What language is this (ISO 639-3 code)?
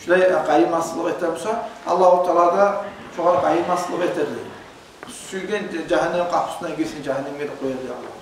kum